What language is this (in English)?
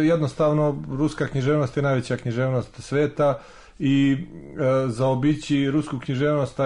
Serbian